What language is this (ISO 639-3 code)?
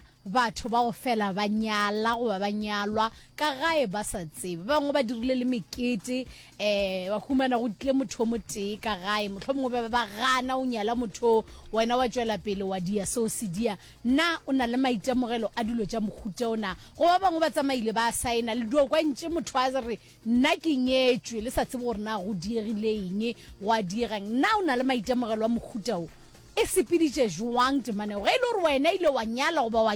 nso